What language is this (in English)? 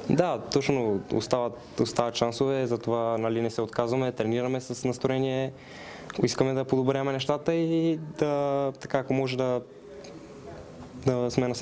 Bulgarian